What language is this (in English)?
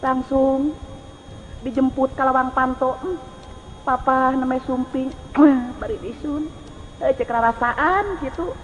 Sundanese